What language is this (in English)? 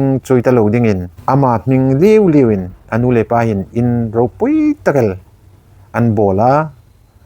Hmar